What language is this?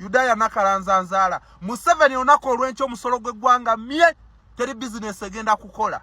Ganda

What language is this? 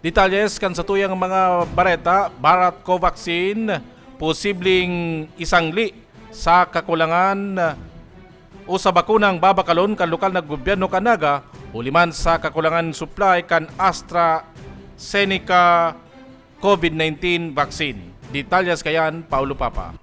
Bikol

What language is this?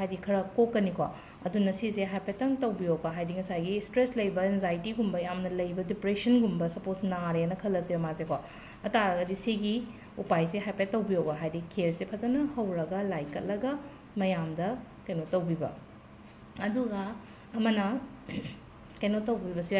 Manipuri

